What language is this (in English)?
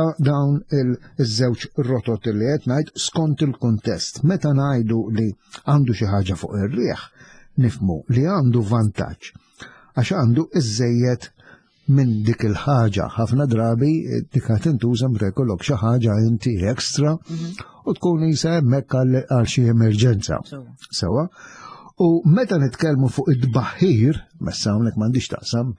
Maltese